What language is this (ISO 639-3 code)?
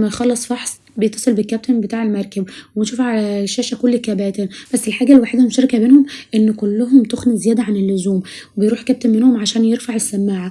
arz